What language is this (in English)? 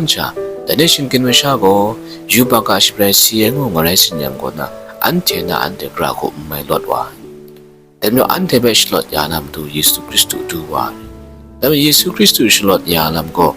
Kachin